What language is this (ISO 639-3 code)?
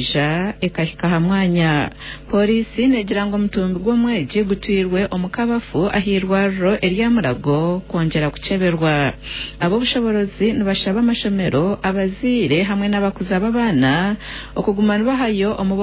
nyn